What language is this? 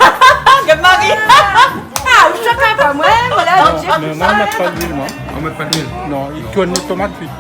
Réunion Creole French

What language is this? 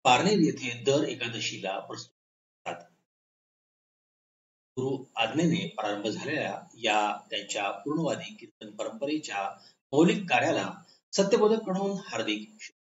Marathi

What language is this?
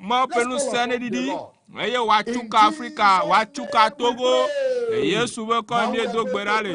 Ewe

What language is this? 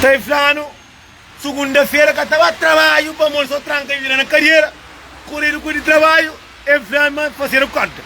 Kabuverdianu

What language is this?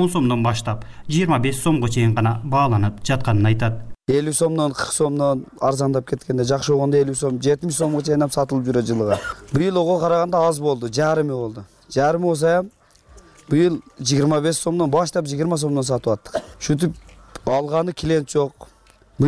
Kyrgyz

